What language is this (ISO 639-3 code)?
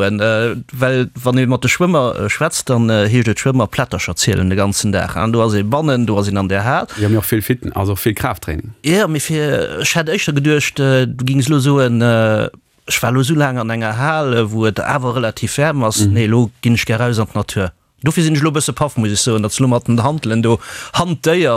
ltz